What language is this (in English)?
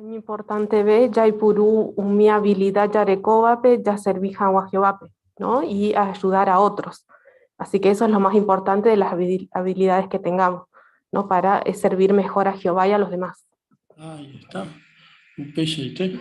Guarani